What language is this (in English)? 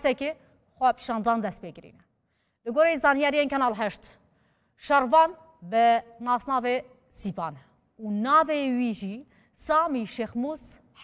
Kurdish